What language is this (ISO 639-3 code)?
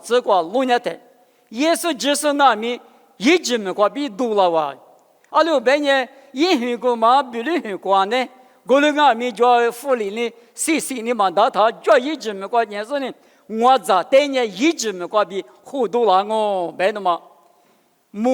lis